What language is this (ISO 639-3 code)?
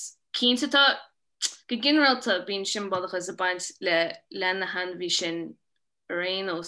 gle